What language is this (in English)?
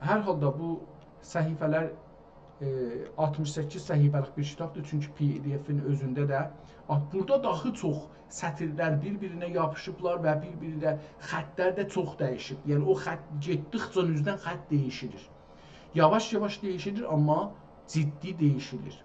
South Azerbaijani